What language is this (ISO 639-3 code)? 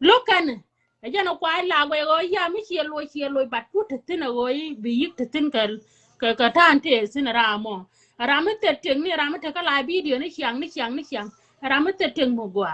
nus